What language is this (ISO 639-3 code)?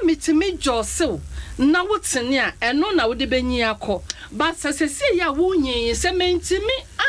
aka